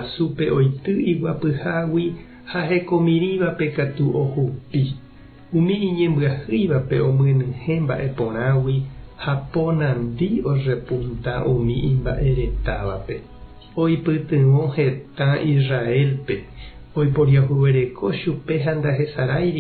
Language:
Guarani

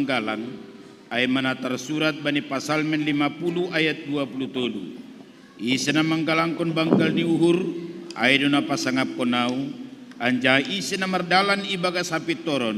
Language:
Batak Simalungun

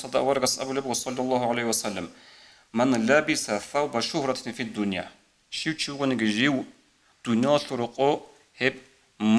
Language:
Avaric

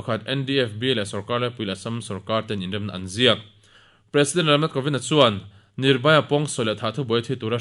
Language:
Mizo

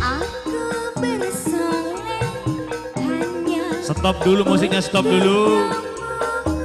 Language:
Madurese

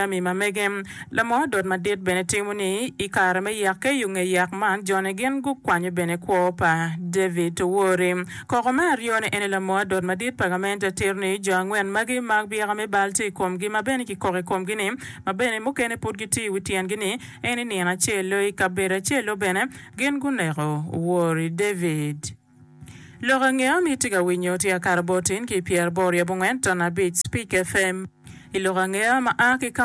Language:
Acoli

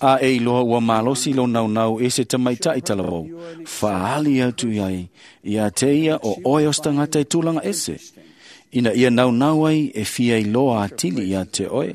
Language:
Samoan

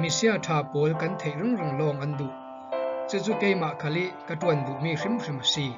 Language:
Falam Chin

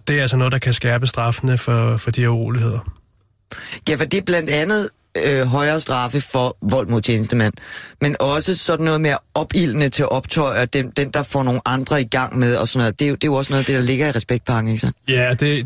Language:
Danish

